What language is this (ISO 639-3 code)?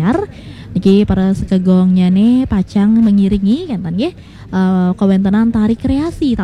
ban